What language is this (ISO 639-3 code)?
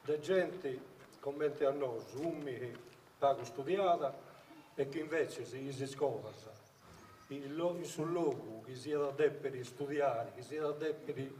srd